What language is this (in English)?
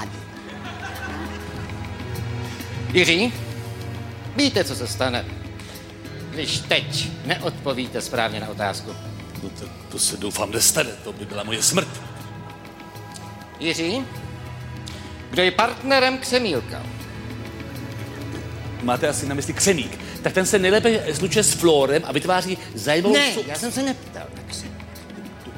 Czech